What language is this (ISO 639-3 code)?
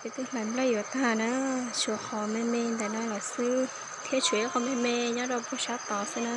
hmn